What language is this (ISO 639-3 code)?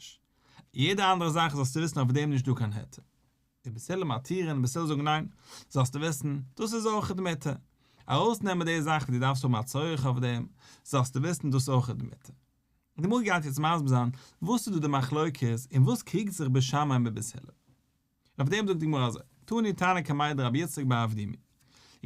yid